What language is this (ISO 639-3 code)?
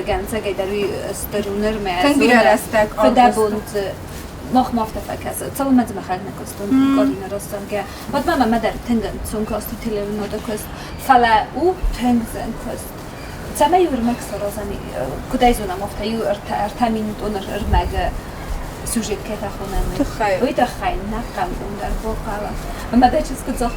oss